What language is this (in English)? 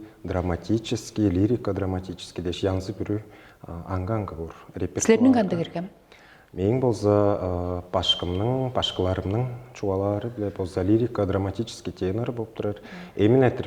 Tuvinian